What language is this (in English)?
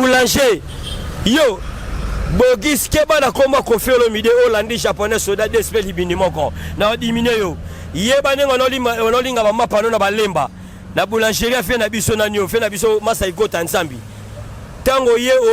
Lingala